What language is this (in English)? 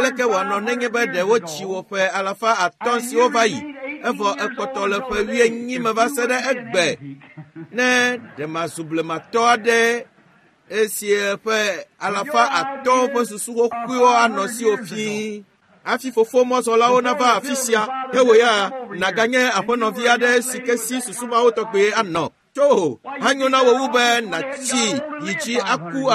Ewe